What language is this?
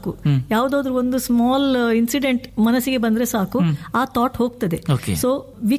Kannada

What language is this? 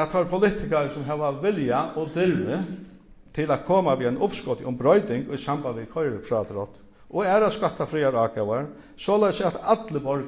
Faroese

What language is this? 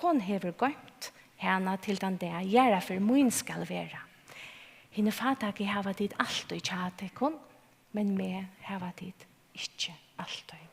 Faroese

